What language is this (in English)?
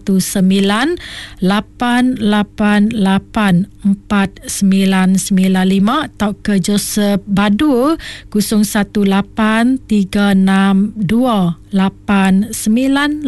Iban